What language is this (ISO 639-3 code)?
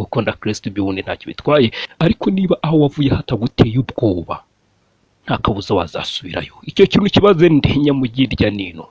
kin